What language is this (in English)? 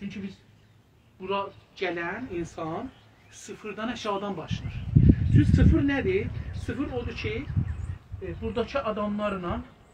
South Azerbaijani